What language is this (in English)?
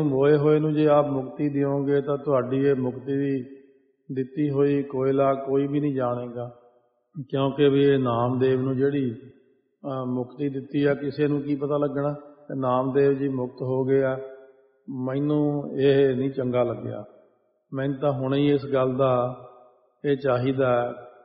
Punjabi